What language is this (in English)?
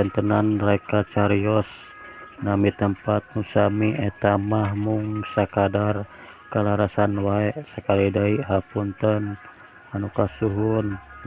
Sundanese